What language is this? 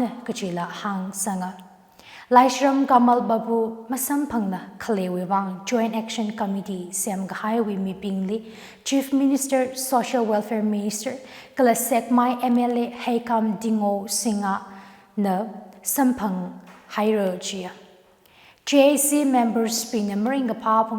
Tangkhul Naga (India)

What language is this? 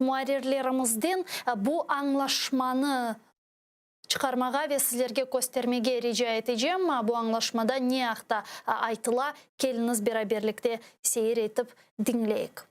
Crimean Tatar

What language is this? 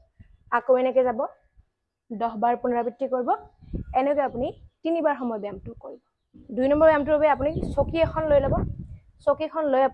Assamese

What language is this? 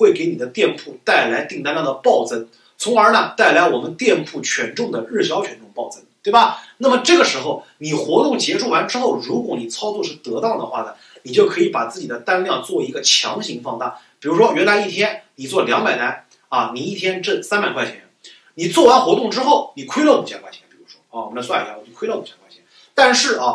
Chinese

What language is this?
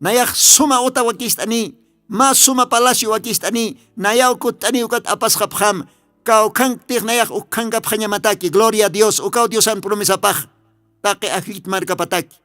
Aymara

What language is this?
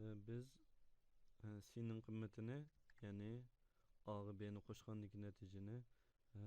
Uyghur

